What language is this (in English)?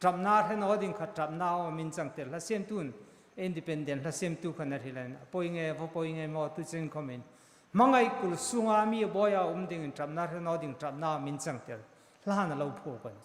Hmar